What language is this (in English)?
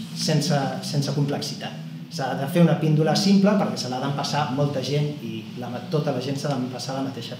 Catalan